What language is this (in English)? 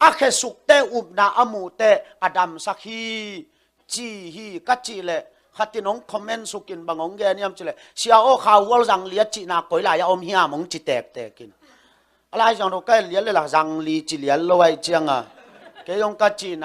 Tedim Chin